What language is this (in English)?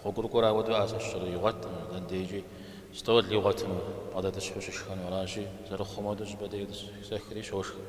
Kabardian